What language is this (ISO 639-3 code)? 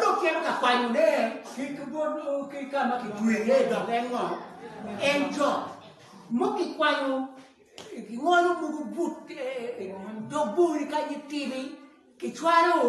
ach